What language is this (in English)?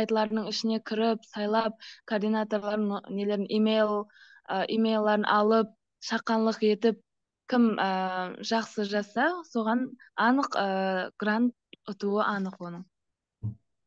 Kara-Kalpak